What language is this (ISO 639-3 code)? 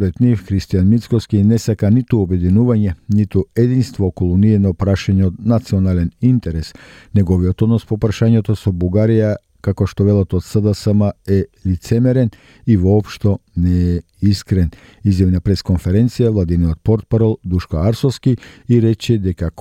mkd